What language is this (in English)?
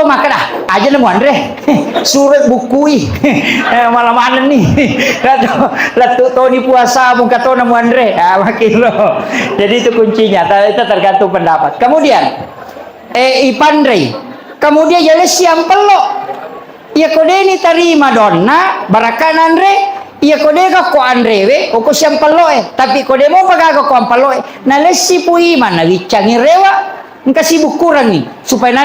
Buginese